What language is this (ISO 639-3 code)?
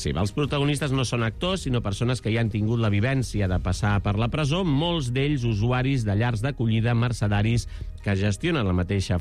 cat